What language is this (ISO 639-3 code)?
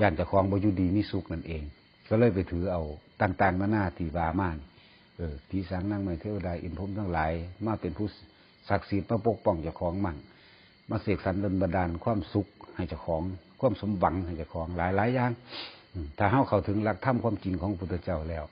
tts